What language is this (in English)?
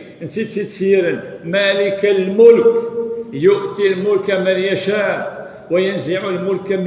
Kabyle